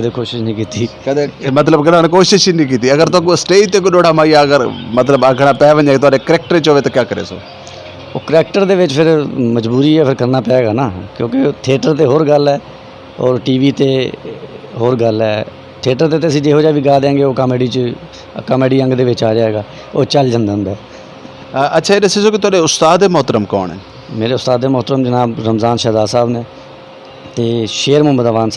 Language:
Saraiki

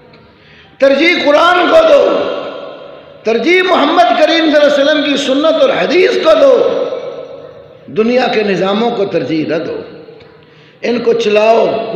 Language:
Urdu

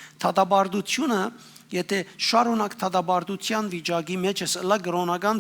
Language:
Western Armenian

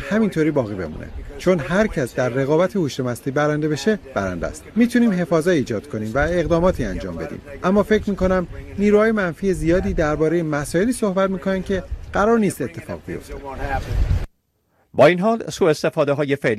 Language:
Persian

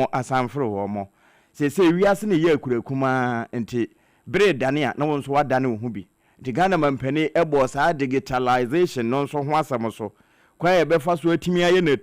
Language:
Akan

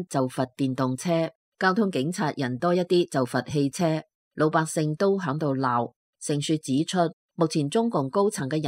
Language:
Cantonese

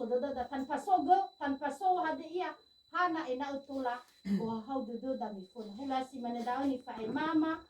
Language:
Nias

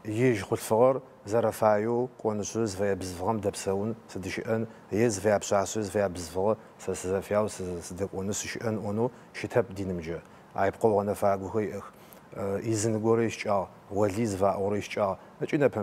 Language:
Adyghe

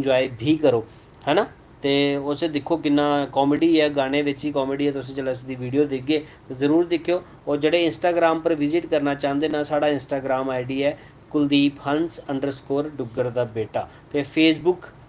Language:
Dogri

